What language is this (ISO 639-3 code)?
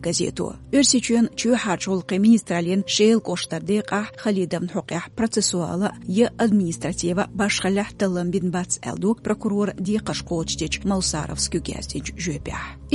che